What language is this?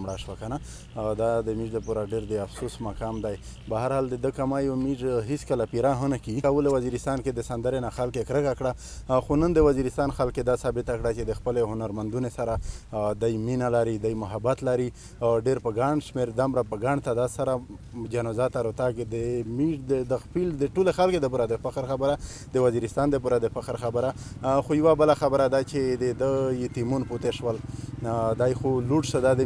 Pashto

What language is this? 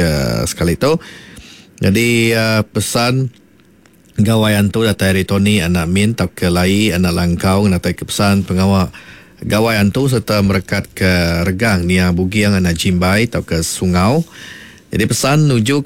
Iban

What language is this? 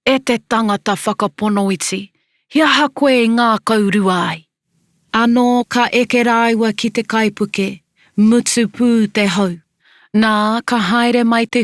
Māori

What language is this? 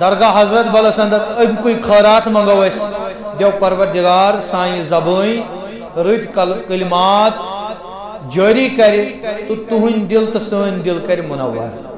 Kashmiri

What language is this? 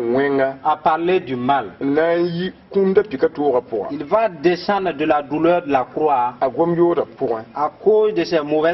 Mossi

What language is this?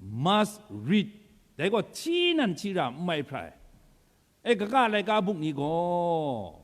Kachin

